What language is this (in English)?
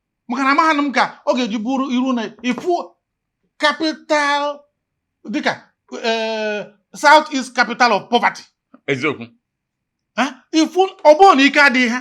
Igbo